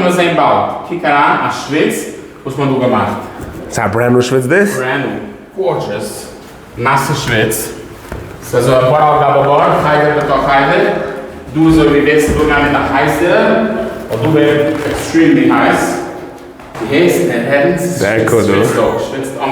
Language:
Yiddish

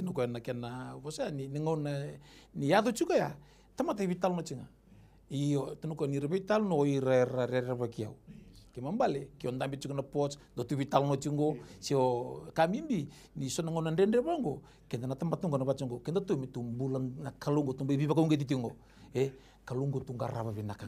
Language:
Fijian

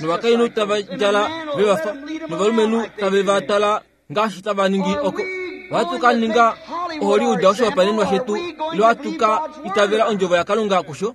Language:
Kuanyama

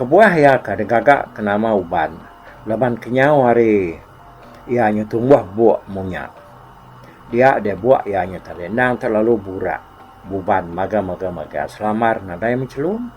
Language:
Iban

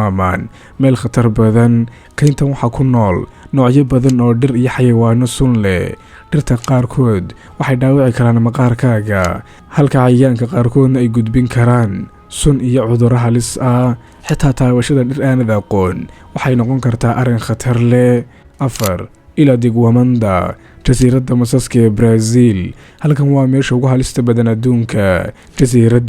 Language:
Somali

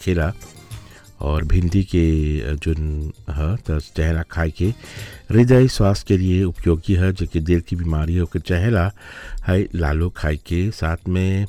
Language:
Bhojpuri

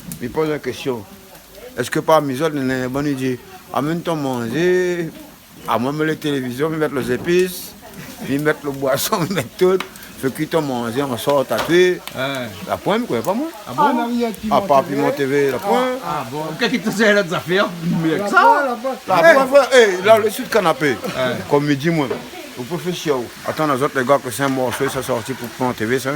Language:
Réunion Creole French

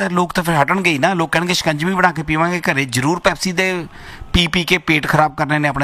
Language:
Punjabi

